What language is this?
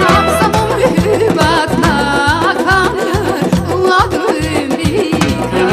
Tabassaran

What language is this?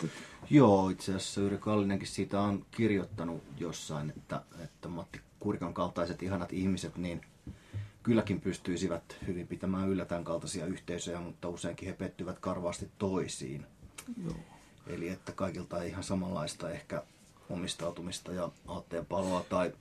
Finnish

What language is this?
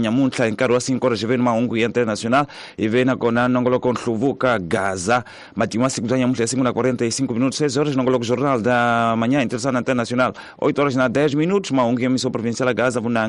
Tsonga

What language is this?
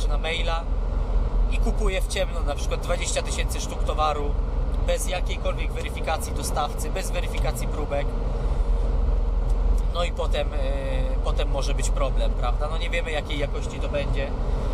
Polish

